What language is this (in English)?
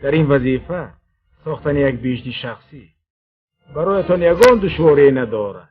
Tajik